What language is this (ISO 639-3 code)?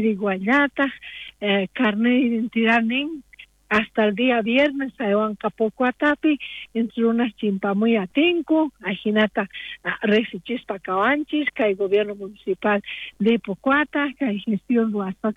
quh